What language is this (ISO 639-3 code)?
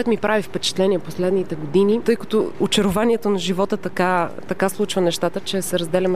bul